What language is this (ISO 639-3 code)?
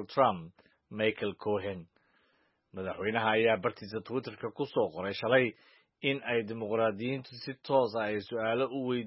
som